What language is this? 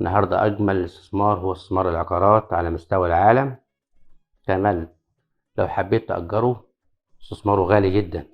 Egyptian Arabic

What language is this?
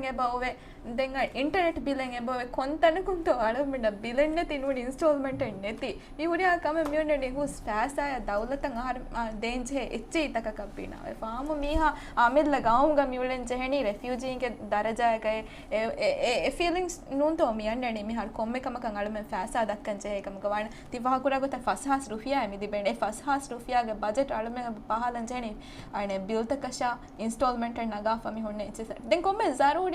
Divehi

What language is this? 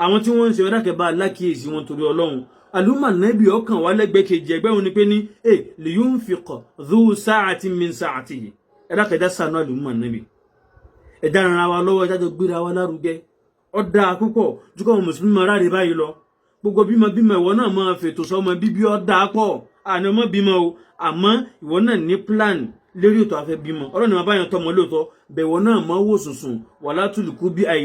Yoruba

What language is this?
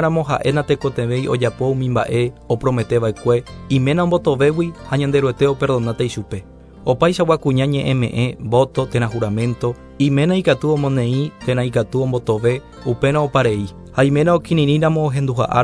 Guarani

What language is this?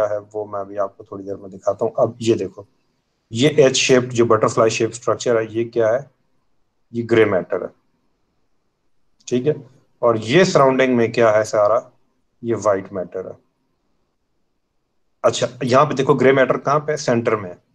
Hindi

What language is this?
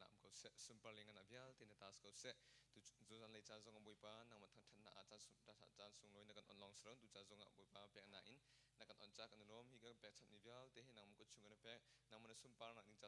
Hakha Chin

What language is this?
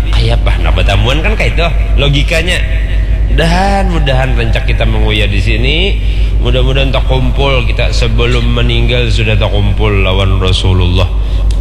Banjar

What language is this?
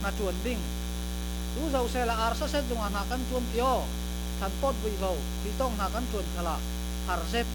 Falam Chin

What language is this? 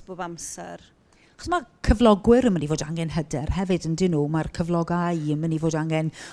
Welsh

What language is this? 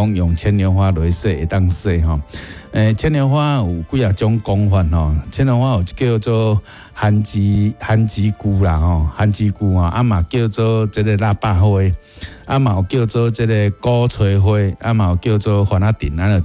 Min Nan Chinese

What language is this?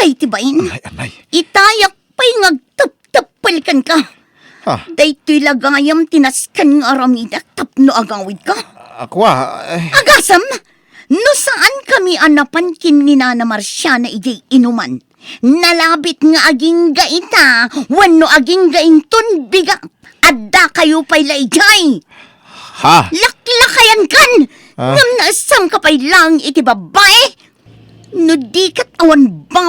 Iloko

